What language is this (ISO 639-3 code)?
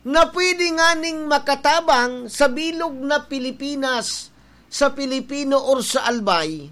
bik